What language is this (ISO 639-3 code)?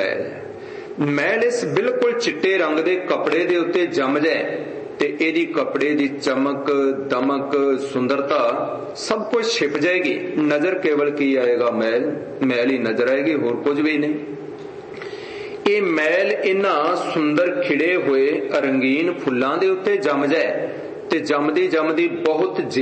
pan